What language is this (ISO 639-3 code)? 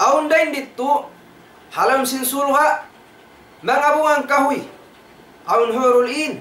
tsg